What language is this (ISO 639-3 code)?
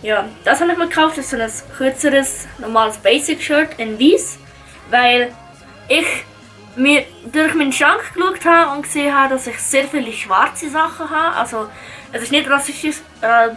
gsw